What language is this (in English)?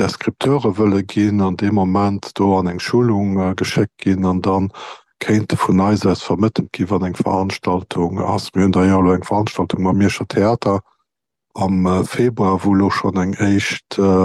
Luxembourgish